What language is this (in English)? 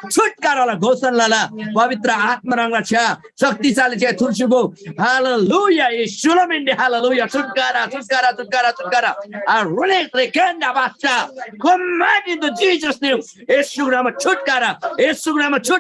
Eastern Tamang